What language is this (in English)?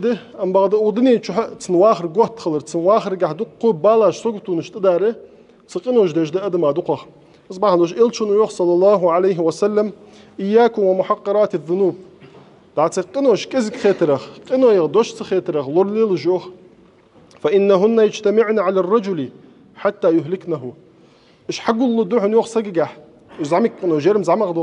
Ingush